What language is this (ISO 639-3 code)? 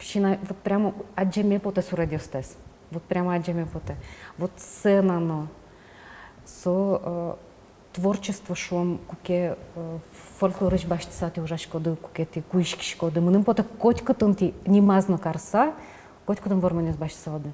udm